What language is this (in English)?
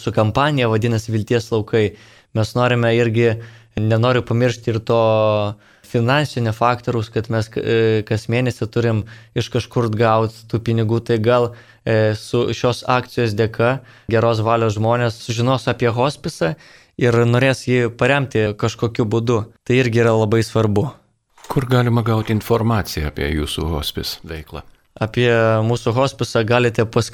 Lithuanian